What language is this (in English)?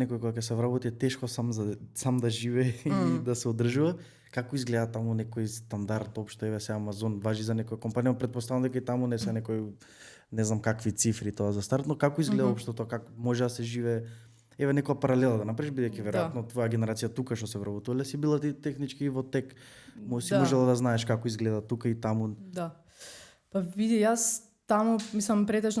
Macedonian